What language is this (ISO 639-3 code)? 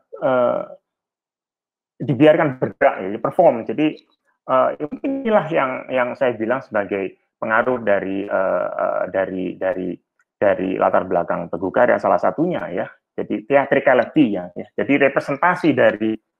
ind